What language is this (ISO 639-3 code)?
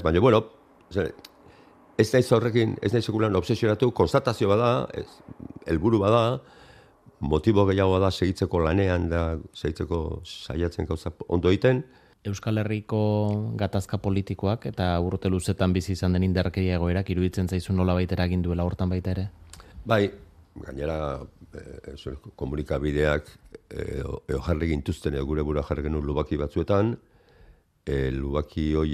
eus